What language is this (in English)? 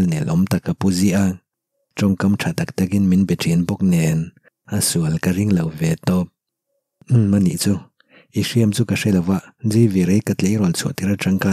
Mizo